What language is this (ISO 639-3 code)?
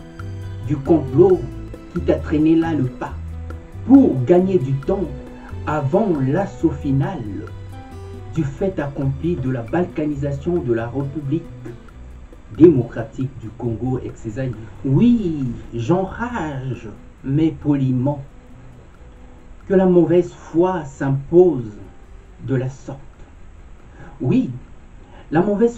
fra